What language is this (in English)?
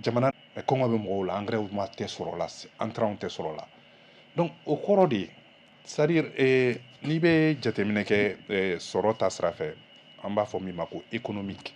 Bambara